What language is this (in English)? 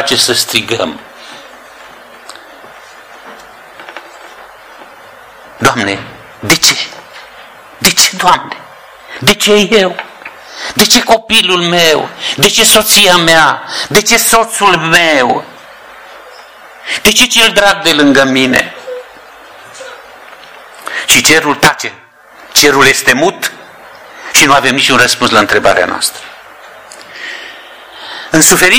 Romanian